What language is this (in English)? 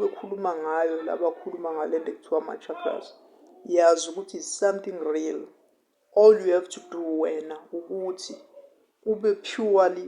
Zulu